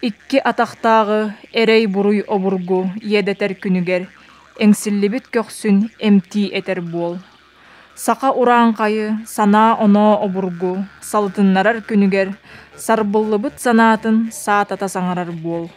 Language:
Yakut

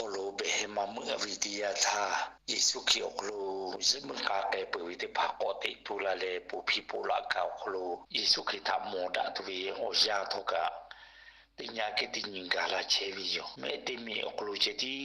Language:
Lahu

